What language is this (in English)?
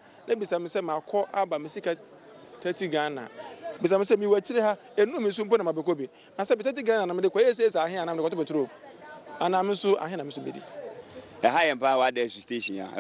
Akan